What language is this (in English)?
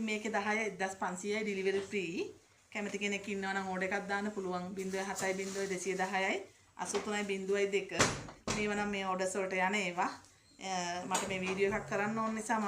Sinhala